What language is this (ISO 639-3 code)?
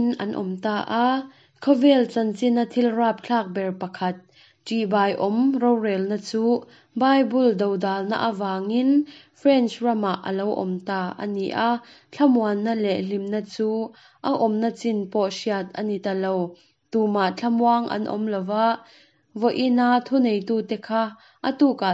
lus